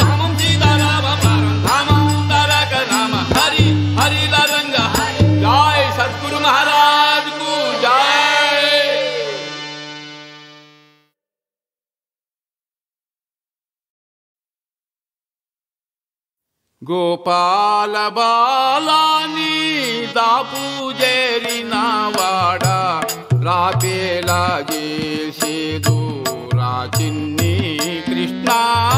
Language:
Telugu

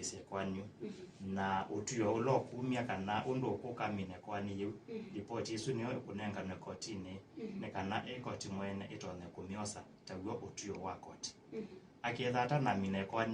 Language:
Kamba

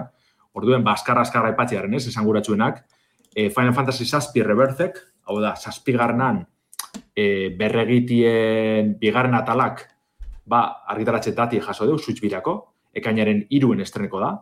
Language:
Basque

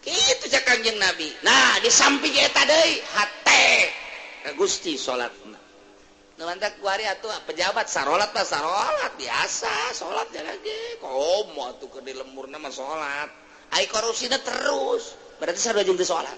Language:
Sundanese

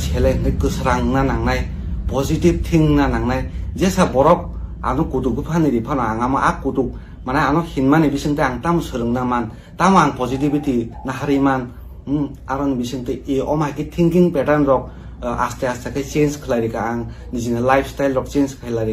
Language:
Kok Borok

